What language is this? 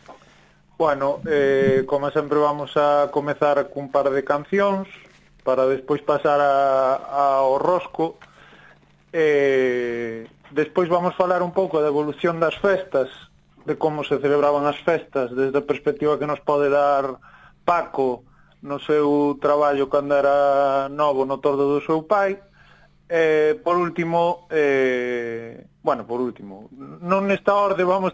Galician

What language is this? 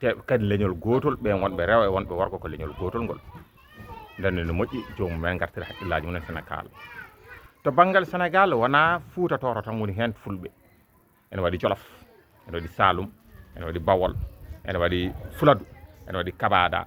Fula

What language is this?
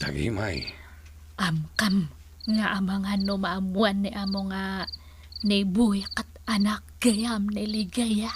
Iloko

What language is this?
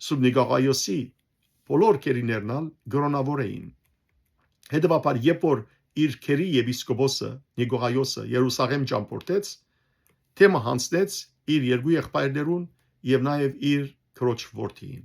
Western Armenian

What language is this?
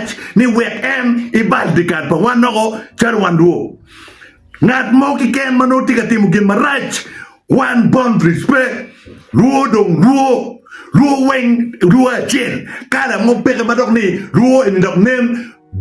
Acoli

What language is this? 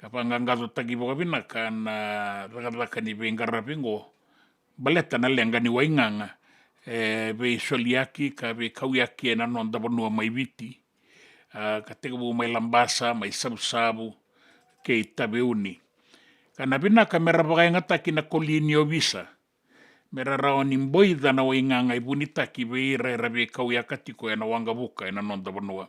Fijian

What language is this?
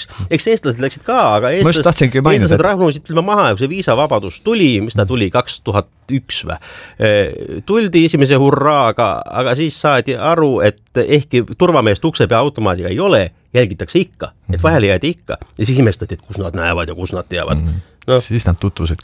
Estonian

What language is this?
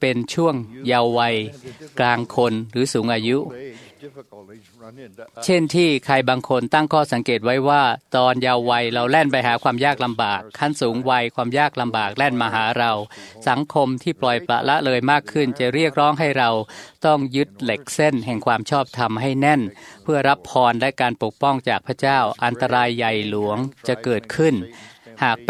Thai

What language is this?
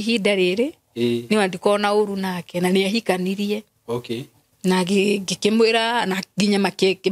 Kikuyu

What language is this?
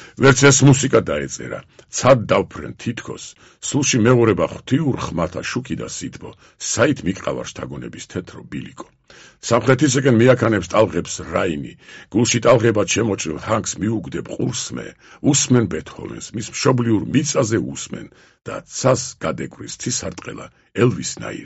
Georgian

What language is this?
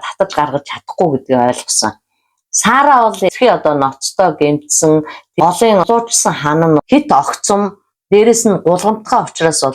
Mongolian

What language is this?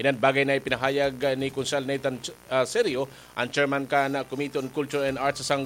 Bikol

